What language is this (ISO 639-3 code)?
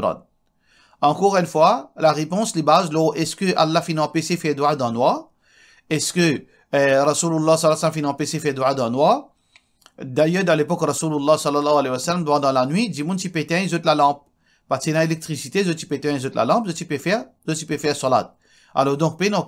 mfe